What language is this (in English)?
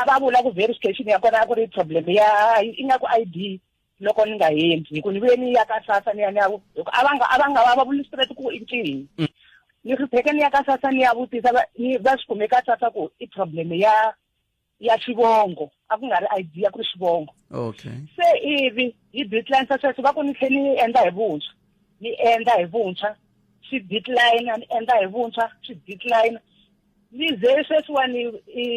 Tsonga